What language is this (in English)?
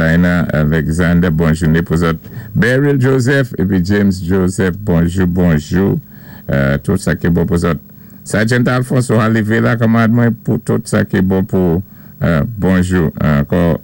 Saint Lucian Creole French